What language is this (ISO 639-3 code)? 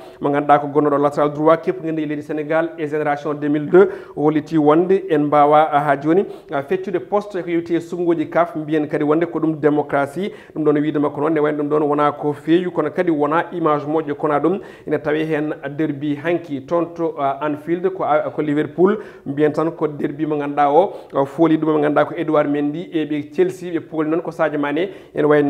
ful